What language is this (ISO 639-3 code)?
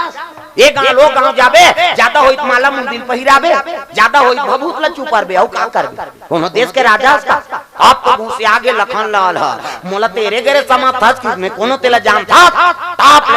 hne